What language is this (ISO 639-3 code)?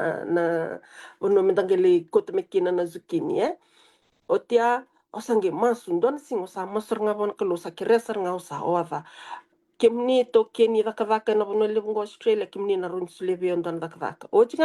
fij